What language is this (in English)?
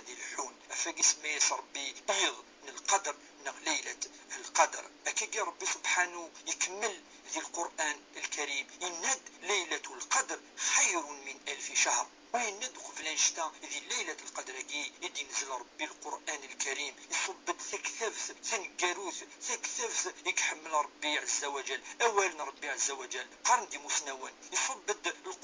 Kabyle